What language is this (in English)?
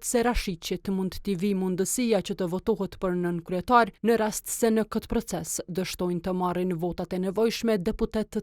Albanian